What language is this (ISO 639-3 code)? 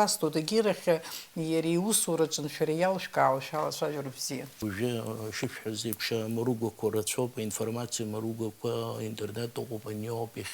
abk